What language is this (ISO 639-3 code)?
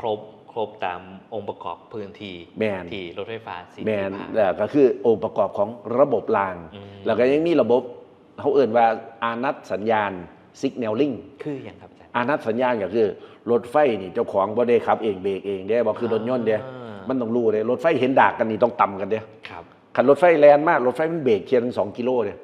tts